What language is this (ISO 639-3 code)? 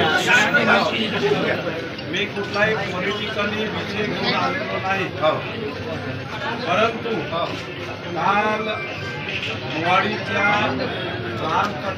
mar